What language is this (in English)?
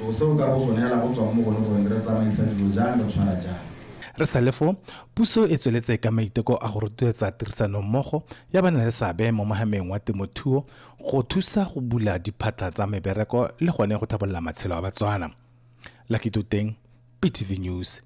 Tswana